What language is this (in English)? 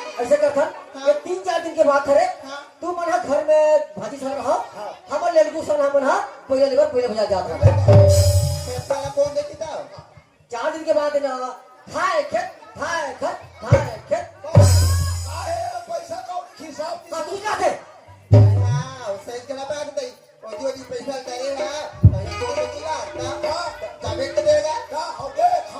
Chhattisgarhi